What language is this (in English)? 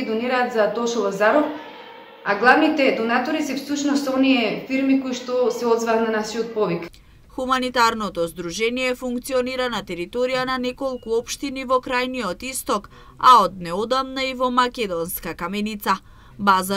Macedonian